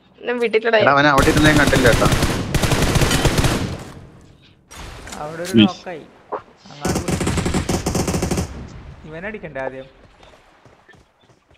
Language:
Malayalam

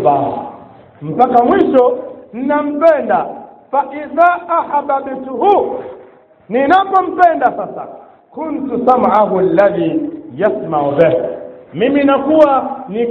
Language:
Swahili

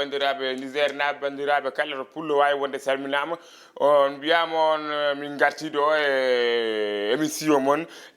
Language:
Fula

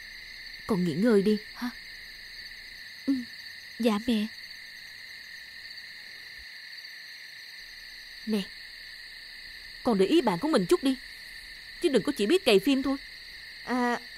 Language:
Vietnamese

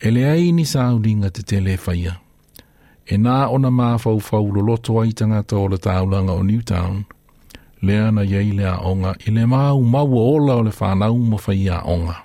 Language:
Samoan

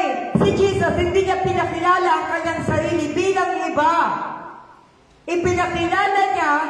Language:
Filipino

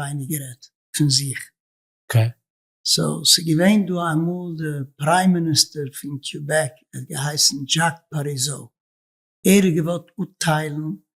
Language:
Yiddish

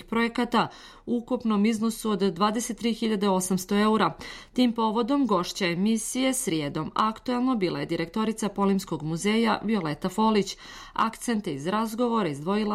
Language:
Serbian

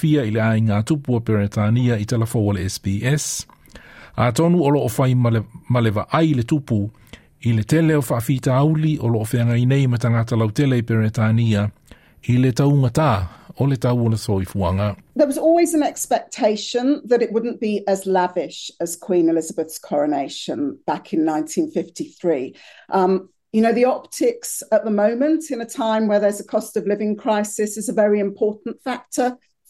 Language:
Samoan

